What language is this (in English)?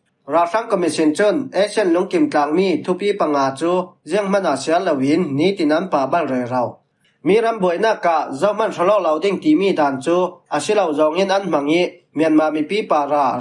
Falam Chin